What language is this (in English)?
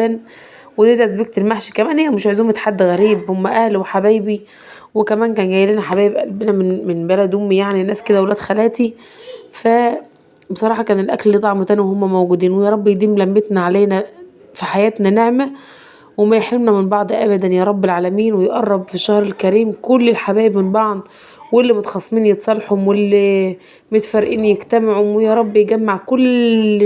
Egyptian Arabic